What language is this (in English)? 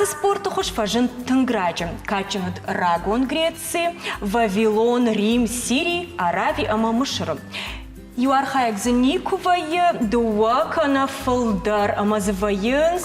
Ossetic